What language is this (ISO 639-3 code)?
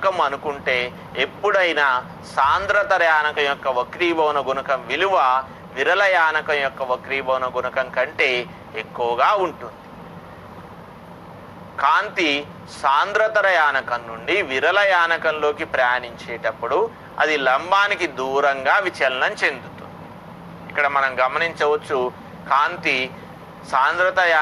tel